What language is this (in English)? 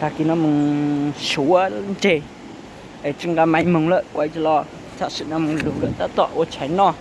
Hmong